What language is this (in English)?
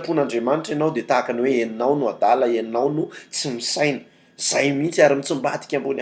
Malagasy